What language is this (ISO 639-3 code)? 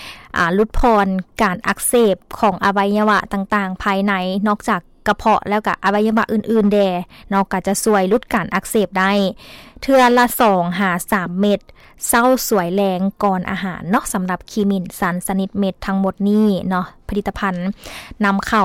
lao